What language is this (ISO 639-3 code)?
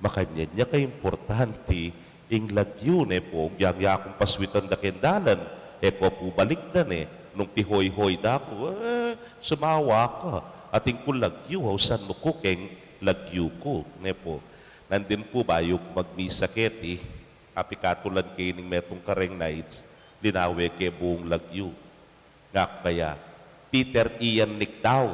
pam